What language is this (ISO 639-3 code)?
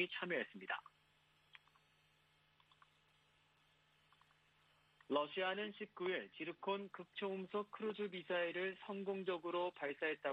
kor